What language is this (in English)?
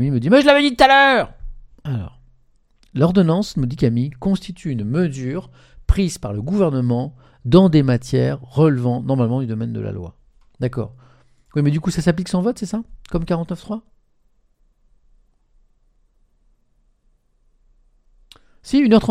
French